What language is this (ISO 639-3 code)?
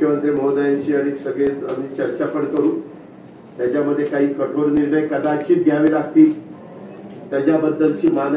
mar